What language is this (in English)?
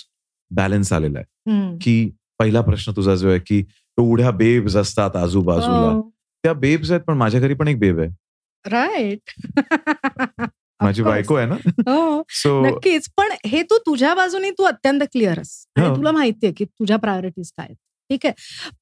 Marathi